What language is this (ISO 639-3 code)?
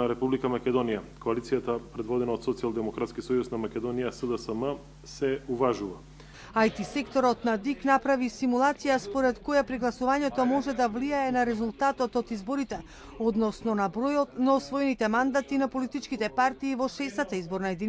mkd